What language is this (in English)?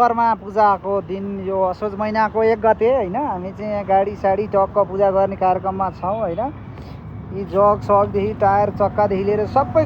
Nepali